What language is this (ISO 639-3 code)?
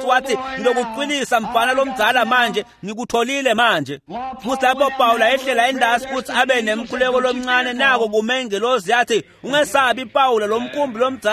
ssw